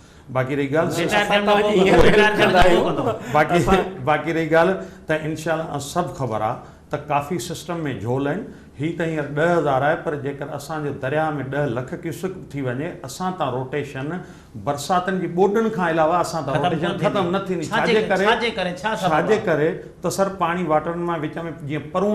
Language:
Sindhi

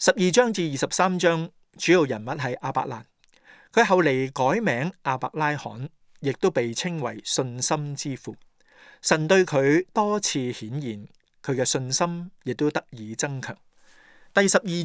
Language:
Cantonese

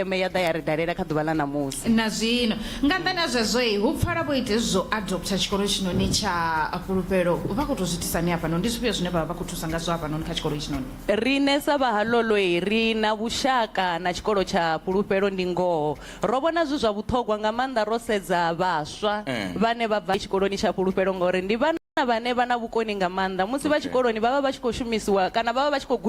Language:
Venda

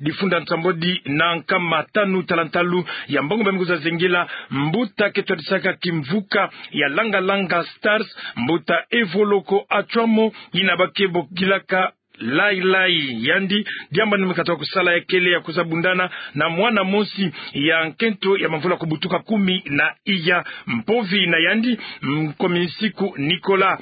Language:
Kituba (Democratic Republic of Congo)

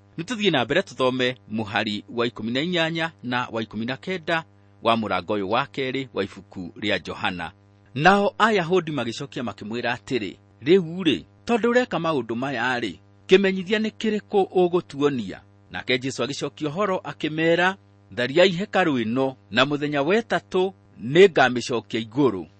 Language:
Kikuyu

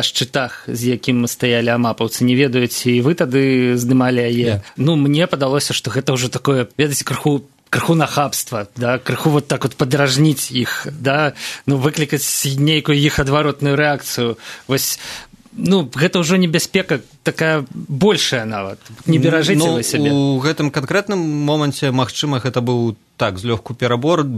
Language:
Belarusian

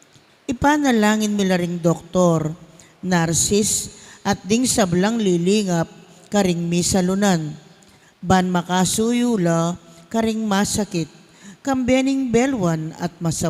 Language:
Pampanga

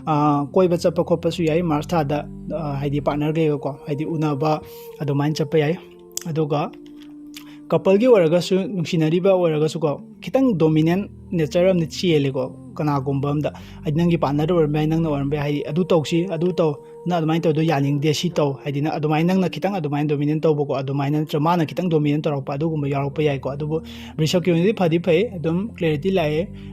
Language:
Manipuri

